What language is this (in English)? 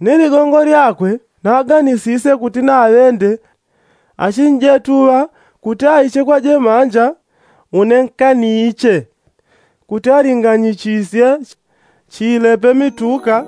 Yao